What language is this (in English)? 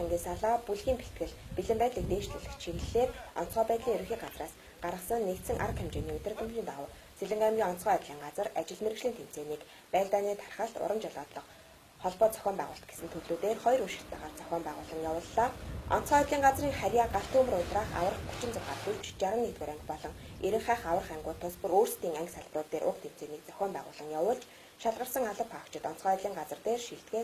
Mongolian